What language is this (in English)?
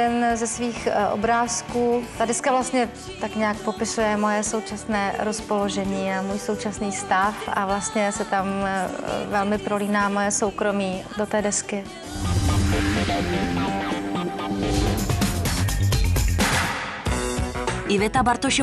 Czech